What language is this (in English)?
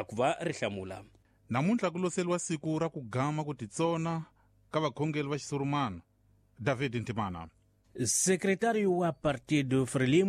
Tsonga